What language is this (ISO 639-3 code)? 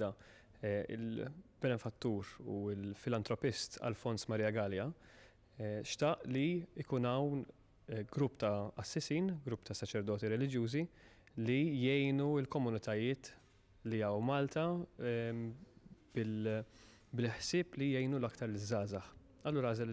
mlt